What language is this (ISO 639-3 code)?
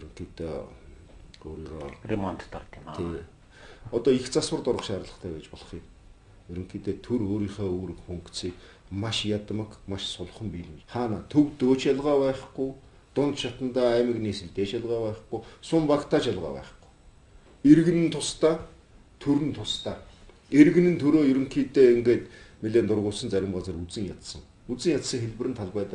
mon